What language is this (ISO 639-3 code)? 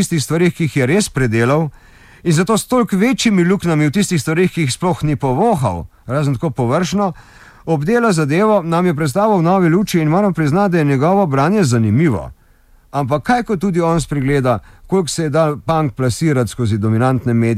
slv